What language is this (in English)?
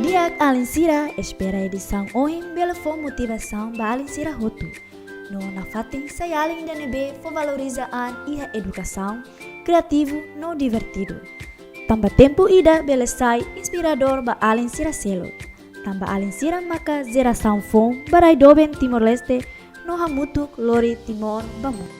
Tetum